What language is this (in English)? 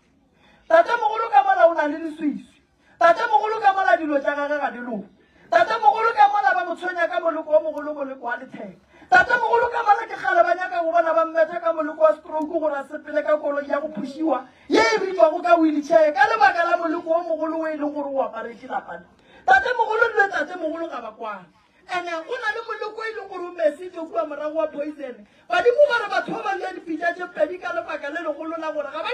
Northern Sotho